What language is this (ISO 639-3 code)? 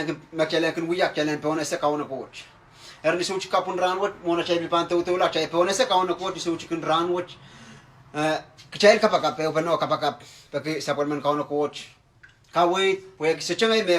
pon